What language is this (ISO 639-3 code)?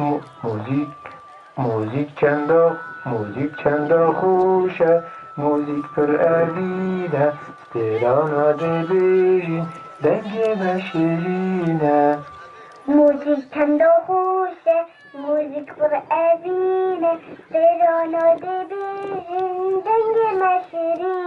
kur